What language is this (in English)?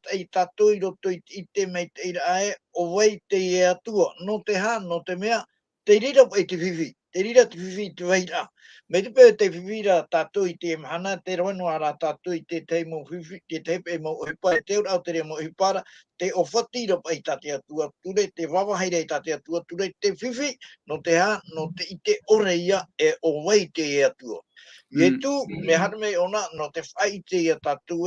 Tahitian